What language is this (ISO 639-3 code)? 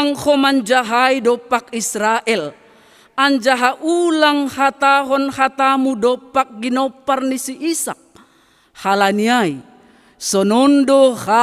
bts